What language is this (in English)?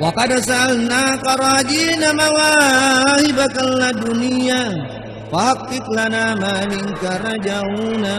Buginese